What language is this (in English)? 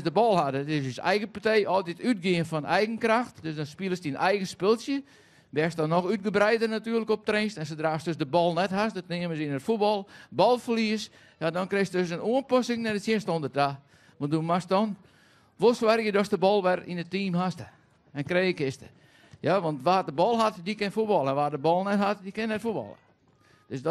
Western Frisian